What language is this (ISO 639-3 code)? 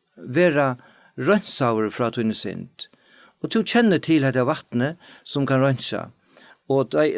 fao